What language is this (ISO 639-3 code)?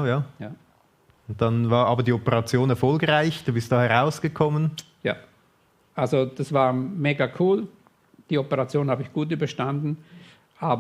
gsw